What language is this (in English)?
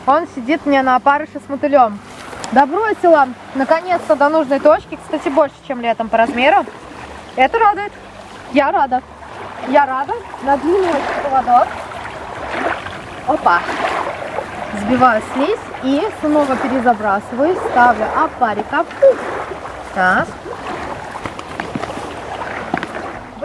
Russian